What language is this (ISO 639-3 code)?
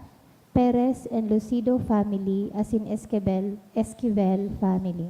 bik